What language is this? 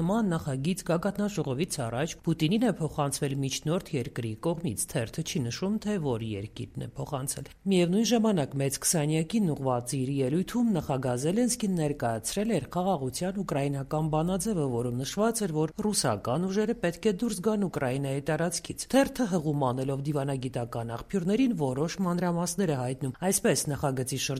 Armenian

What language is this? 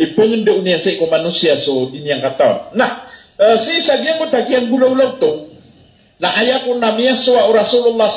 Maranao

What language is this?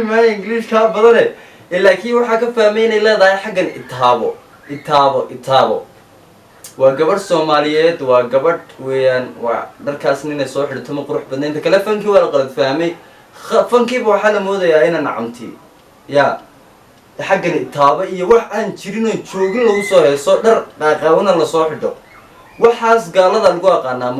Somali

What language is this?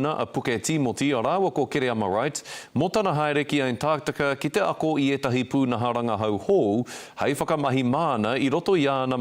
Māori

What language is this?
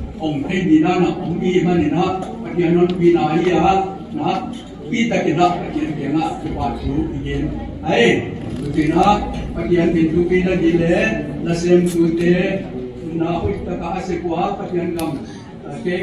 Paite Chin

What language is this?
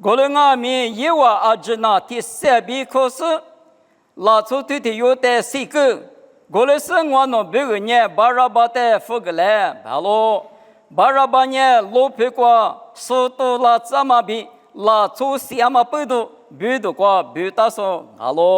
Lisu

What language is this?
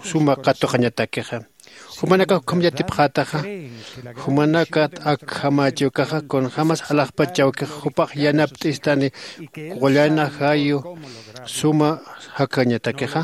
Aymara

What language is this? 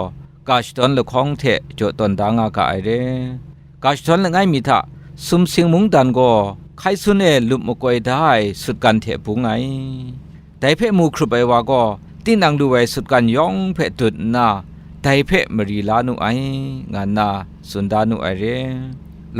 Kachin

